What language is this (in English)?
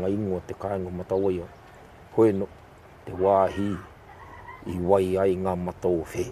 Māori